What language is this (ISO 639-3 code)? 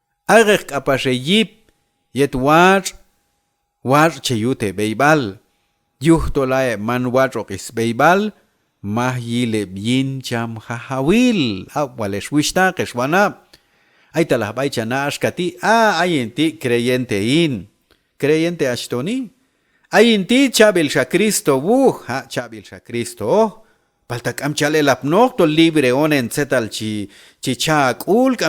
kjb